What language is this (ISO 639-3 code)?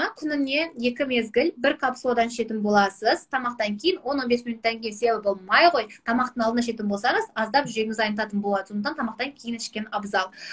kaz